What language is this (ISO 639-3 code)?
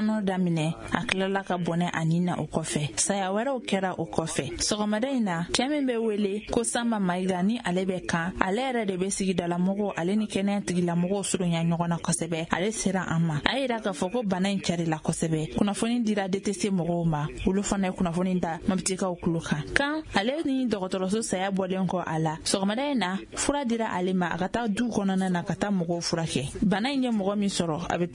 bam